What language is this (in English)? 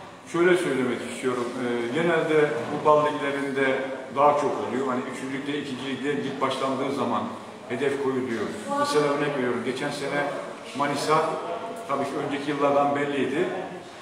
Turkish